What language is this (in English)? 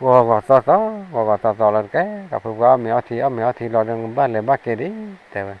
S'gaw Karen